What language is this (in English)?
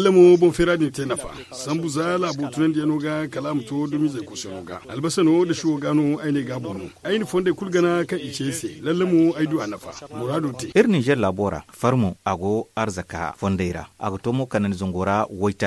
Zarma